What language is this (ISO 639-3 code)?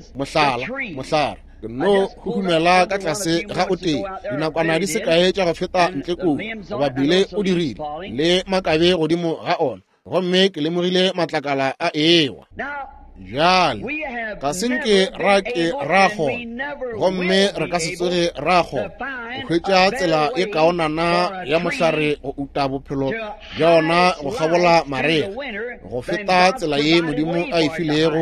nso